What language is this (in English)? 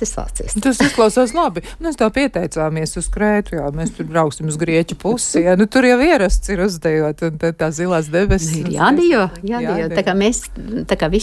Latvian